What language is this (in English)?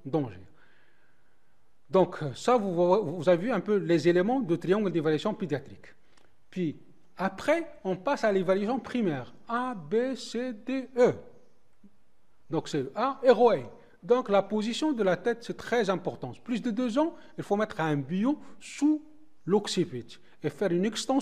French